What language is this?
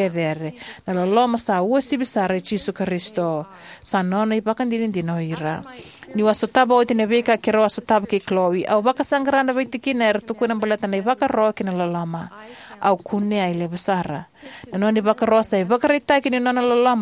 Fijian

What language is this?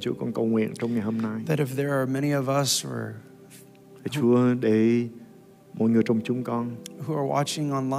Vietnamese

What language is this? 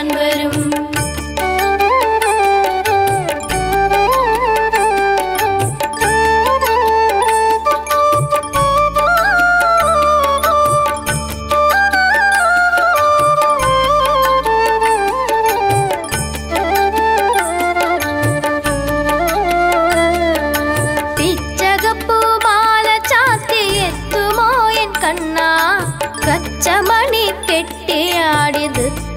Malayalam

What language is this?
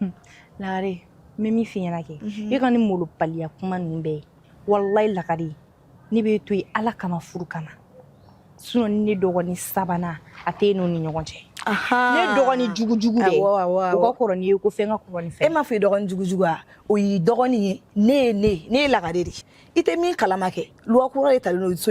Bambara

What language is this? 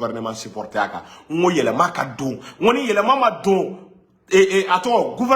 Bambara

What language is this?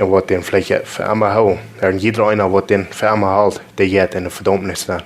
Plautdietsch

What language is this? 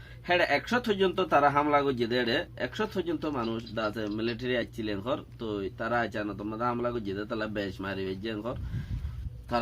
Rohingya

